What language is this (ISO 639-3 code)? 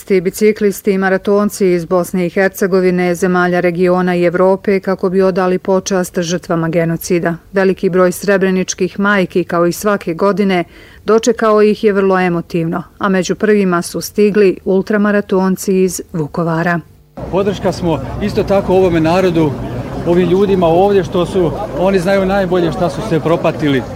bos